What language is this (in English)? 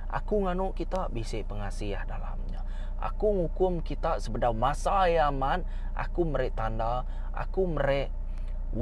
Iban